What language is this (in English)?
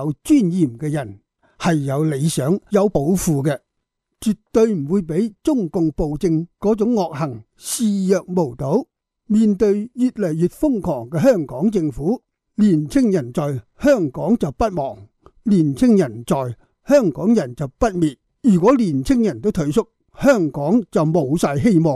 Cantonese